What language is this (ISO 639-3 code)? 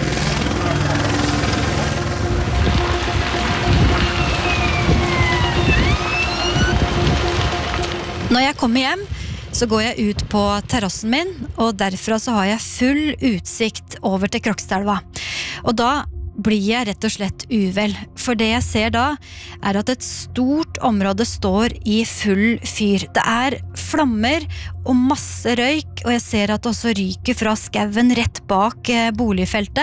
nor